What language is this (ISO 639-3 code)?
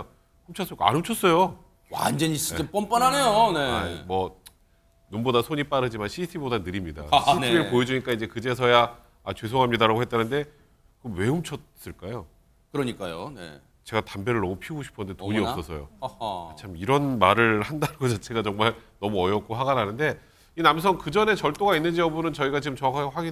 kor